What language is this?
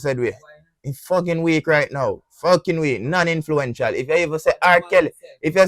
Jamaican Creole English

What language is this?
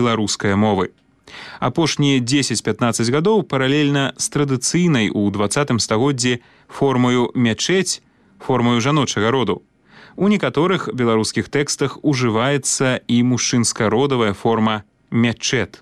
Belarusian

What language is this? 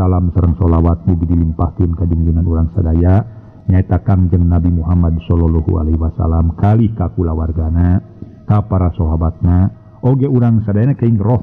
Sundanese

